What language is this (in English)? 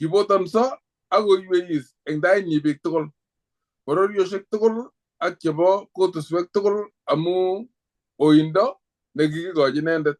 Kalenjin